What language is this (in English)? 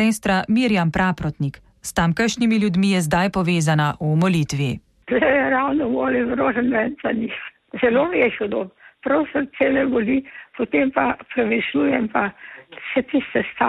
Slovenian